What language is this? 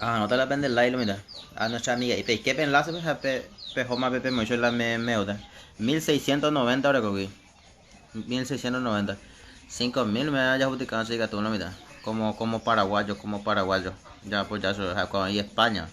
Guarani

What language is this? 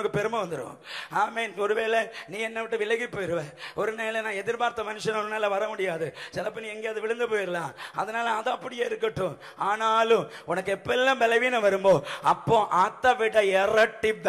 Tamil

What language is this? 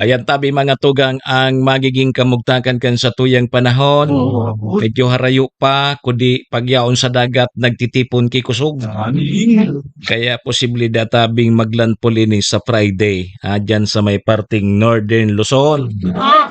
Bikol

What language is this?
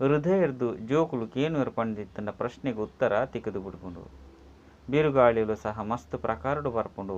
Tulu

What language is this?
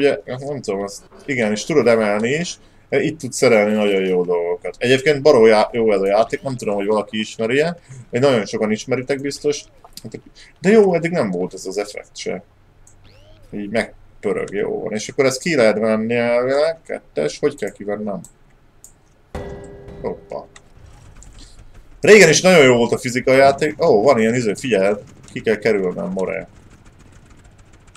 Hungarian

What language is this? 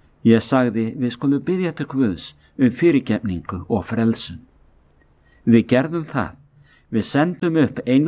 Icelandic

